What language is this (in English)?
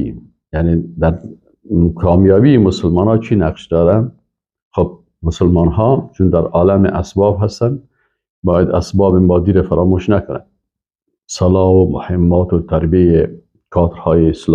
Persian